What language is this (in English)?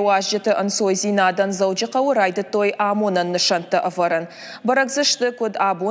Ossetic